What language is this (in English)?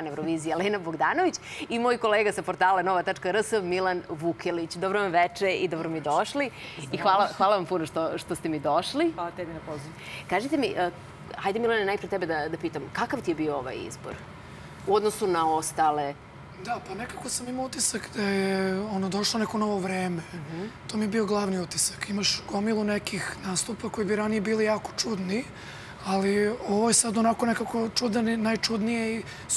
Serbian